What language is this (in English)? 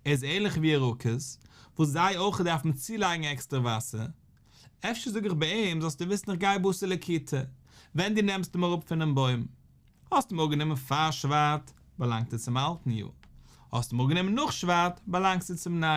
Yiddish